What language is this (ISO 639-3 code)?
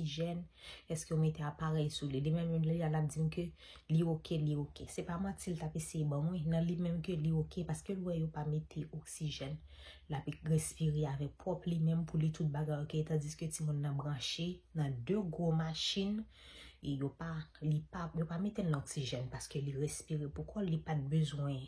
hat